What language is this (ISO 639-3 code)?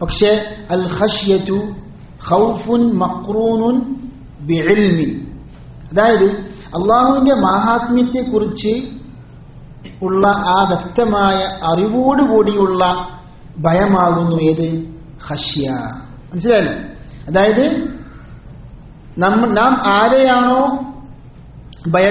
mal